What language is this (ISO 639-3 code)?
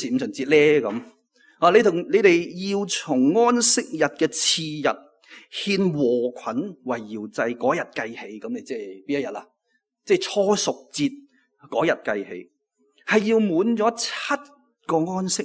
yue